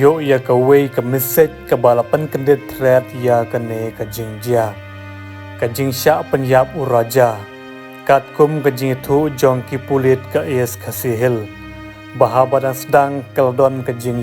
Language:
Khasi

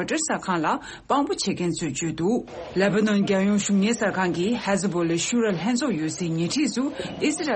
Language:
Tibetan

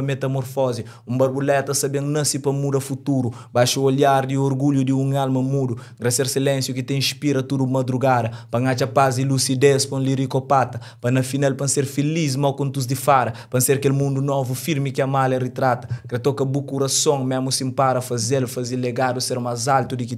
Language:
Kabuverdianu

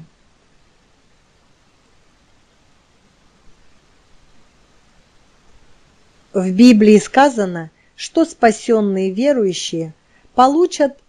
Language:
Russian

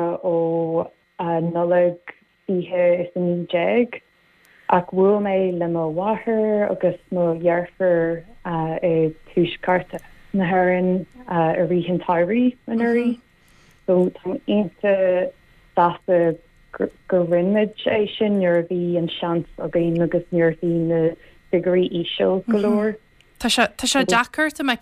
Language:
Irish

